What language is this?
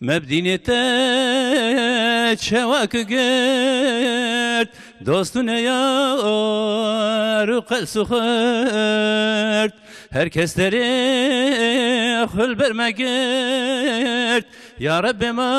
Kurdish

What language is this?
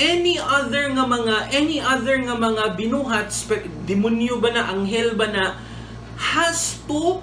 Cebuano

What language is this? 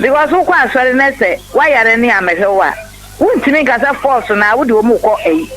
Akan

